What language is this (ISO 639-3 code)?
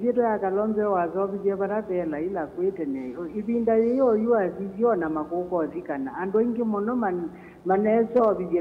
kam